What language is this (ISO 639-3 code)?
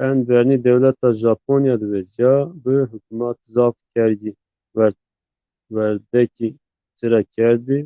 zza